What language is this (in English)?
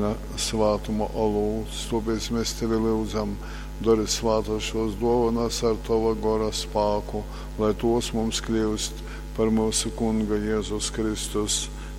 Latgalian